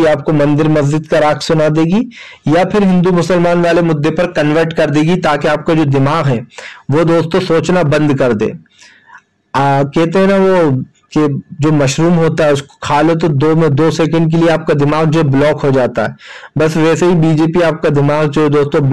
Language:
Hindi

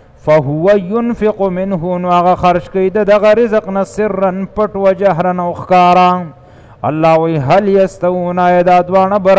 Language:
Pashto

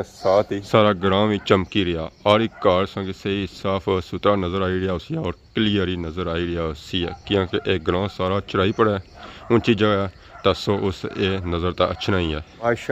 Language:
Pahari-Potwari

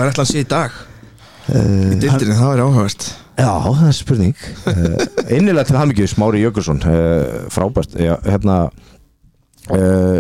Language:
Icelandic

